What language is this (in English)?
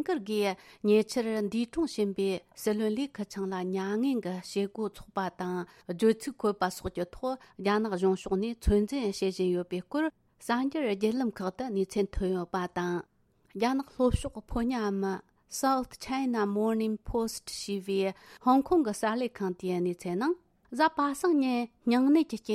Tibetan